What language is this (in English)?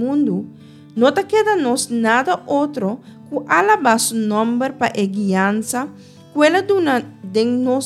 Papiamento